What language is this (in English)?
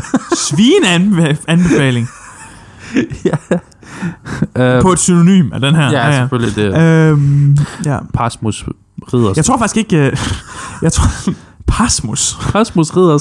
Danish